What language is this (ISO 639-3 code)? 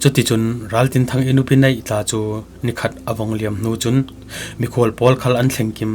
cfm